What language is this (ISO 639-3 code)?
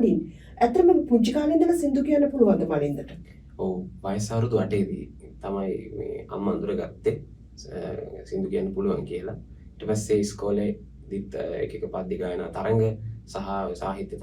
sin